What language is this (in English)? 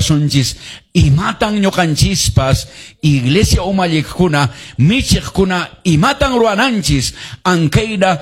Quechua